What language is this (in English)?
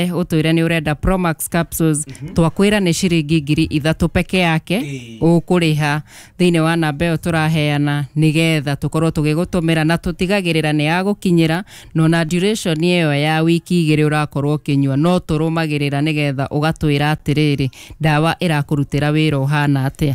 Kikuyu